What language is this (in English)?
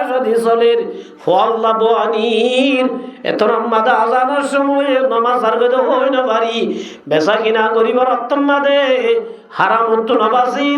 Rohingya